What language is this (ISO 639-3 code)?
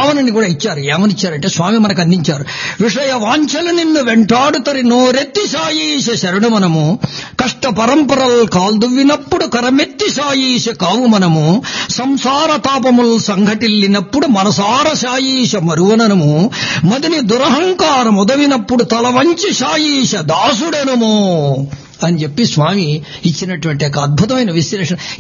tel